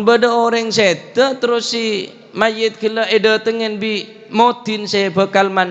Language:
Madurese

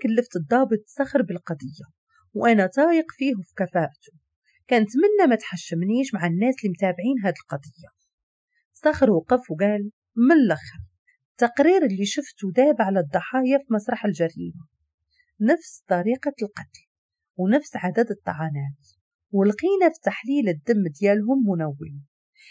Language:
Moroccan Arabic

